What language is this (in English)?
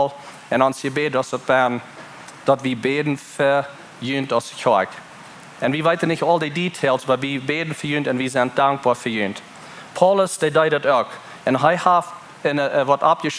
Plautdietsch